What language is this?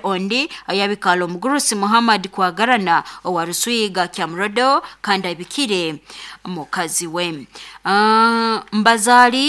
Nyoro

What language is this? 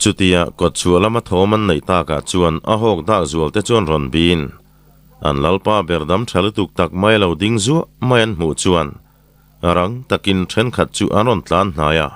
Mizo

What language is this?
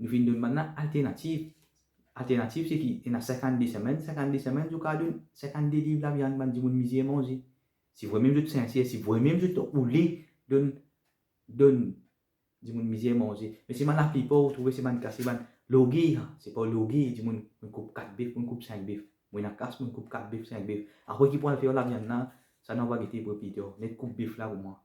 Morisyen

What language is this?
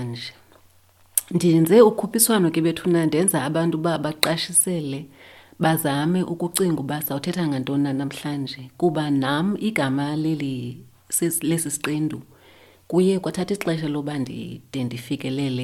Xhosa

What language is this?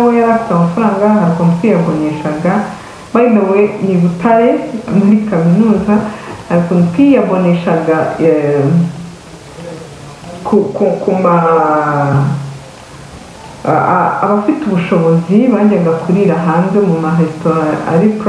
Kinyarwanda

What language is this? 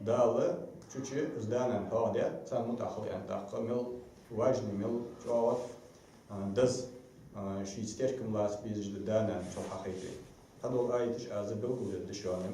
Ingush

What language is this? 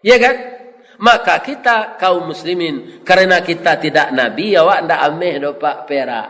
Minangkabau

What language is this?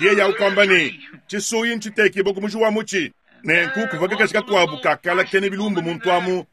Luba-Lulua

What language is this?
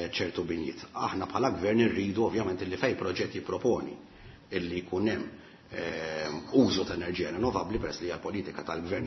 Maltese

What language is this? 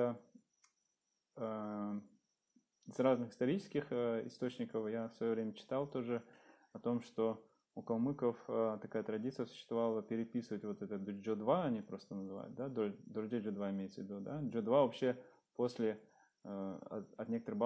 Russian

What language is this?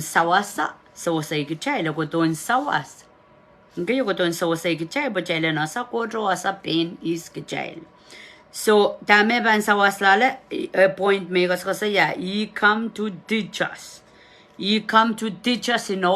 Pohnpeian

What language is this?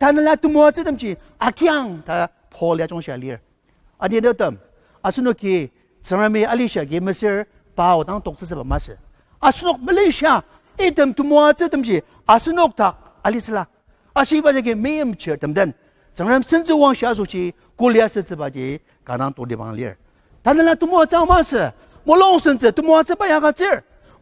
Ao Naga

